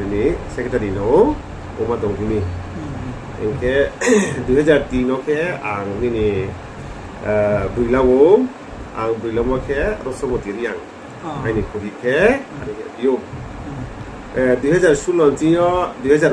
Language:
Riang (India)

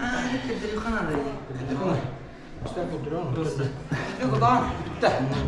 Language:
Yakut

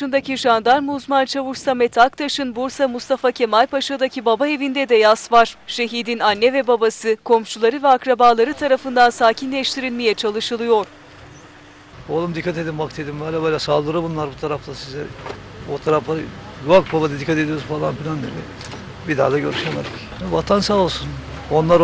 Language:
Turkish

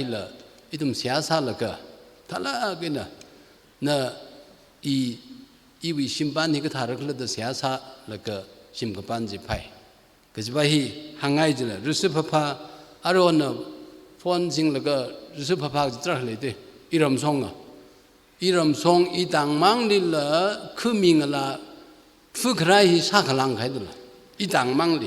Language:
Tangkhul Naga (India)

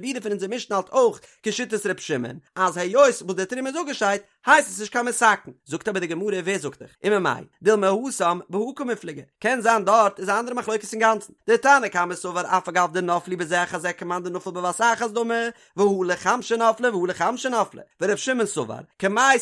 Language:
Yiddish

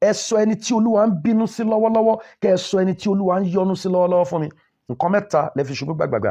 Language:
Yoruba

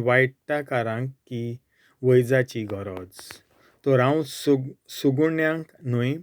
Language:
Konkani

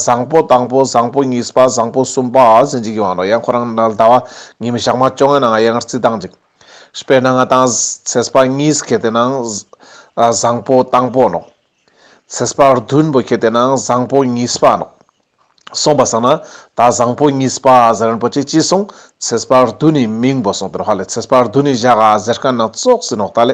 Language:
Ladakhi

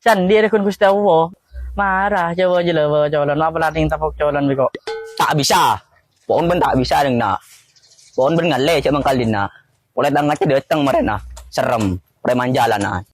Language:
Madurese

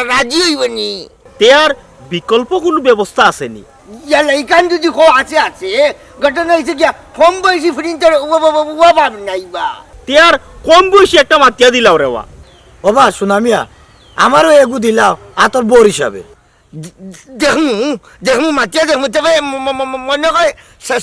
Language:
Sylheti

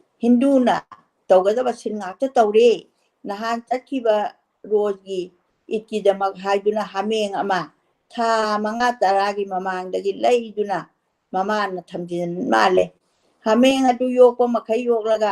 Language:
Manipuri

